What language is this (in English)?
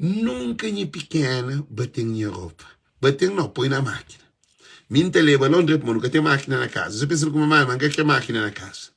Kabuverdianu